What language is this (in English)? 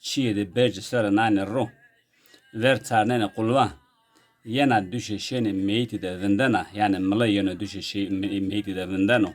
Zaza